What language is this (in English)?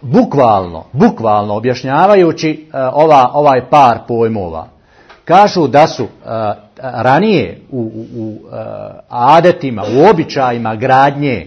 Bosnian